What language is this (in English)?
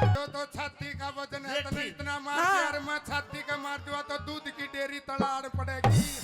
Haryanvi